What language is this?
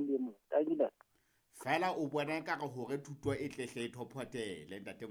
Southern Sotho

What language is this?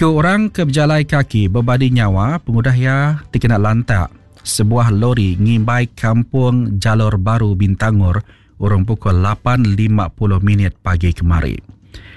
Iban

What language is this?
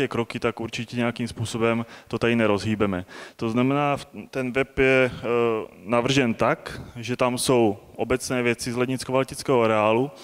Czech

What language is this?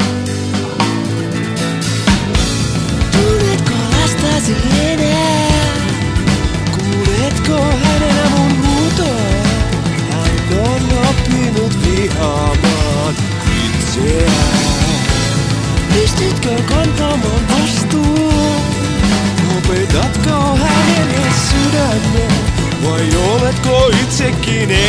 Finnish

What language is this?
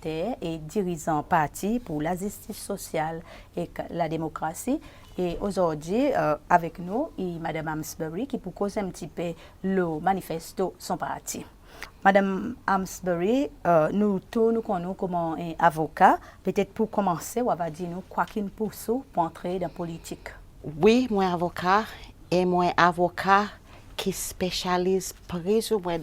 Seselwa Creole French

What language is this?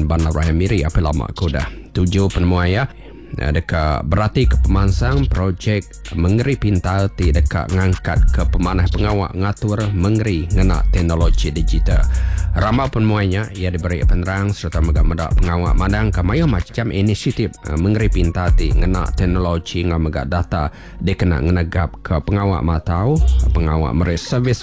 Iban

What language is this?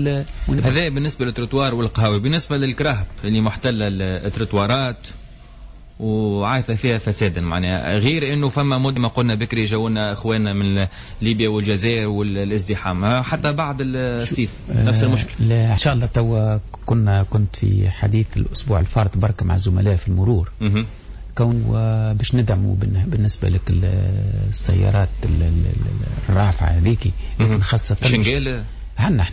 Tunisian Arabic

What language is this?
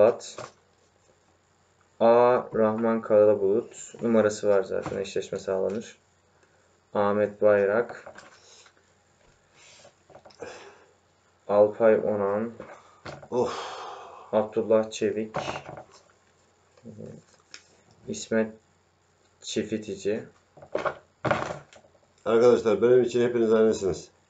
Turkish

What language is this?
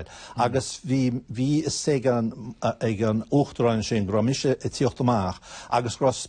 Irish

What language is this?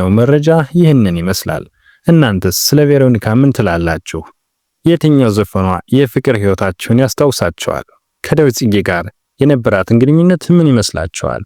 Amharic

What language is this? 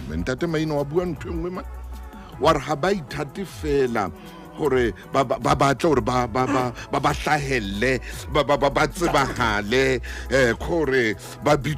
Southern Sotho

